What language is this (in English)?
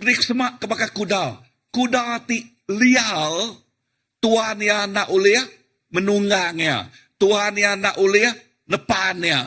Iban